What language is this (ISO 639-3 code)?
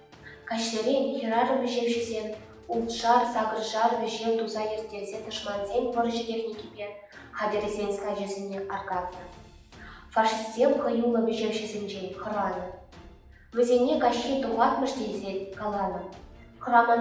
chv